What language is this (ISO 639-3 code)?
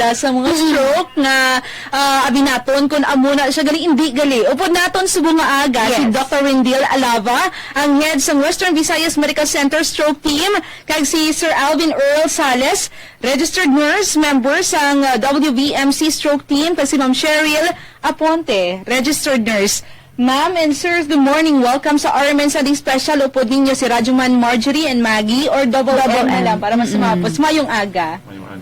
hil